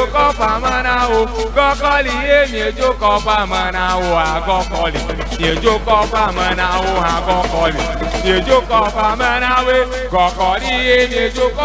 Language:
Ewe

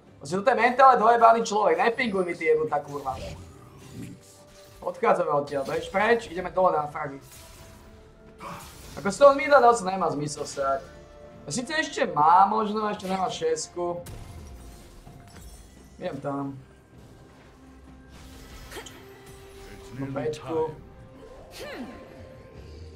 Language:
Slovak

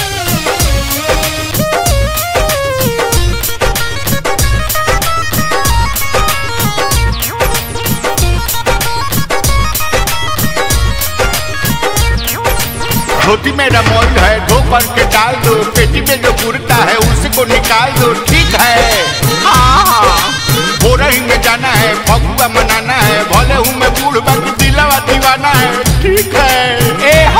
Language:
Bhojpuri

